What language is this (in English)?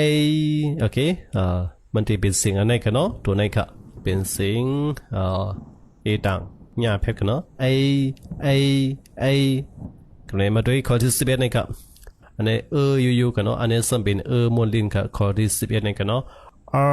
Shan